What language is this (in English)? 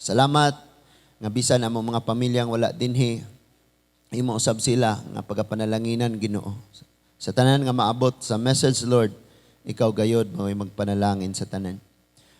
Cebuano